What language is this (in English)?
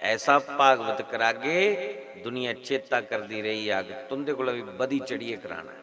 Dogri